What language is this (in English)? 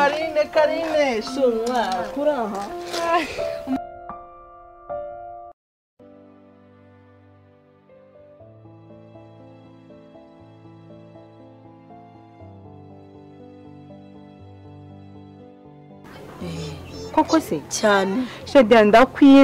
Kinyarwanda